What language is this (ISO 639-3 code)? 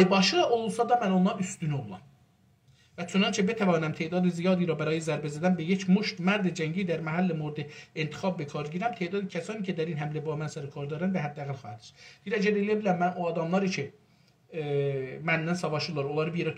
azb